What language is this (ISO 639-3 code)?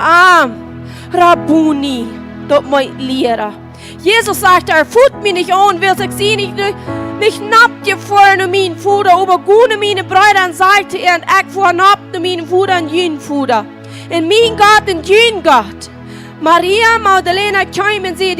pdt